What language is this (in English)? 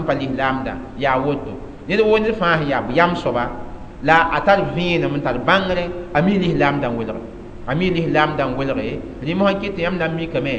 Mossi